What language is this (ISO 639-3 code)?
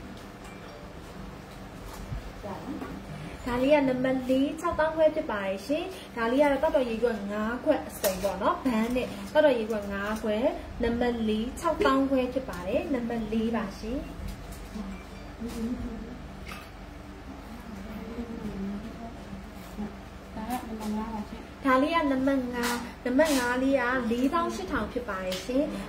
mya